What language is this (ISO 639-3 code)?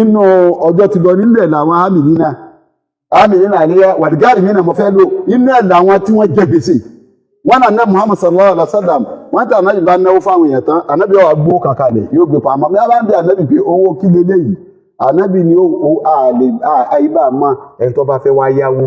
yor